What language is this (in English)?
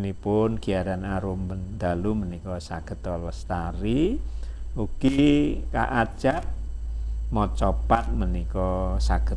Javanese